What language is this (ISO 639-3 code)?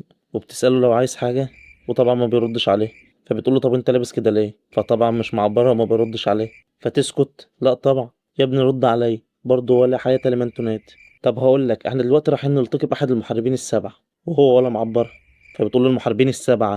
arz